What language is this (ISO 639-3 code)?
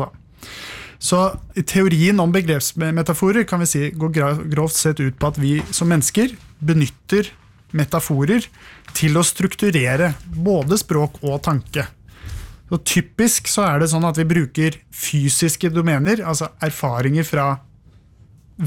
nor